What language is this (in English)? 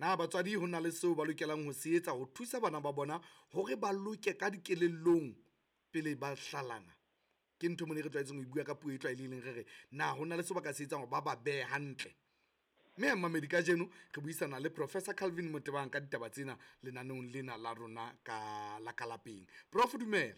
Southern Sotho